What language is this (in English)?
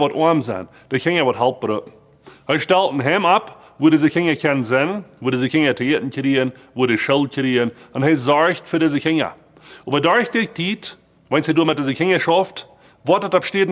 Plautdietsch